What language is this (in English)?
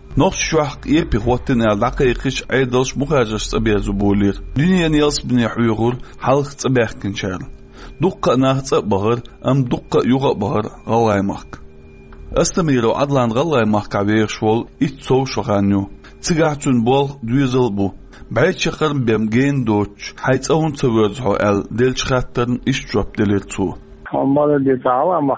Chechen